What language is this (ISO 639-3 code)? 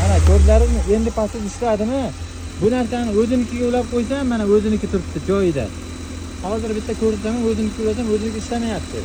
uzb